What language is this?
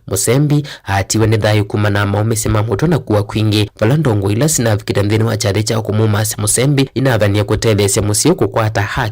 Kamba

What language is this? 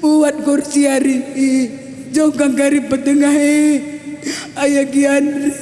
Batak Karo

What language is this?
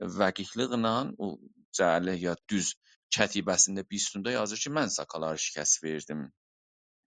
South Azerbaijani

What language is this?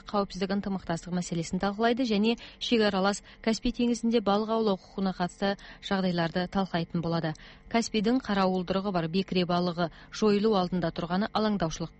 Kazakh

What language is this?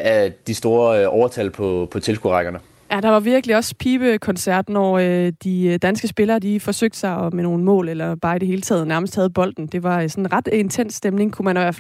Danish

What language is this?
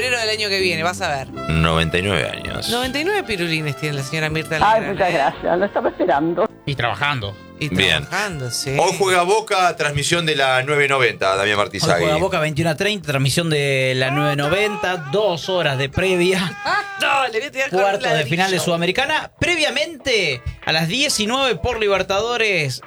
Spanish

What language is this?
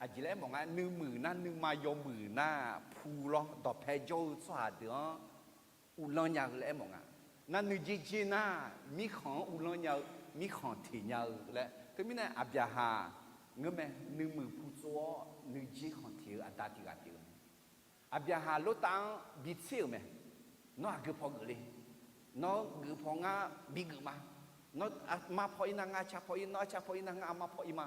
Akha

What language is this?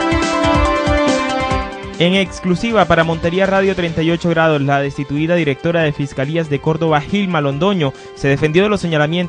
Spanish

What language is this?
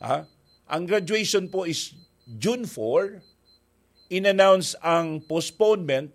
Bikol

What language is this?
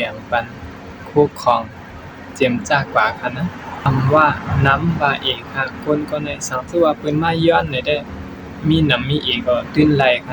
Shan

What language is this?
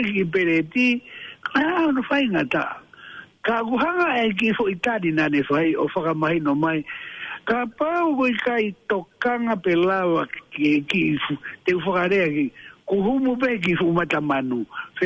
Tongan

